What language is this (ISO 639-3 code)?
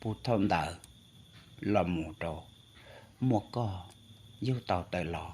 hmn